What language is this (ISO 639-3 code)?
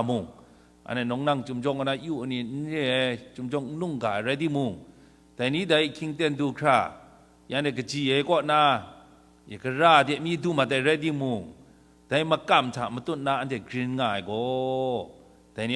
kac